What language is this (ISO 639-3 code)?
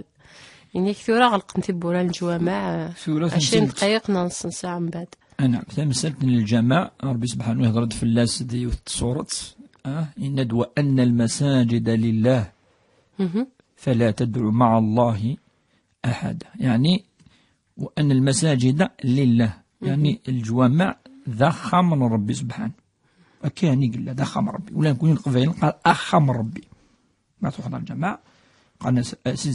kab